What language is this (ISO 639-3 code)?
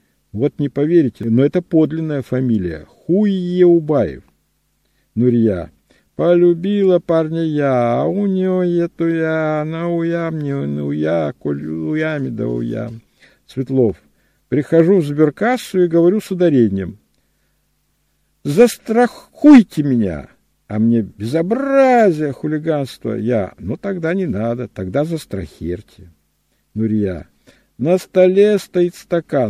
rus